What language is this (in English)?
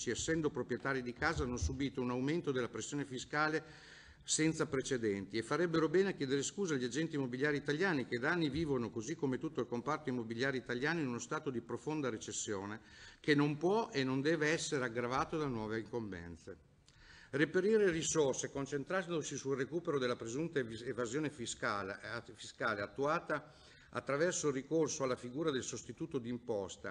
Italian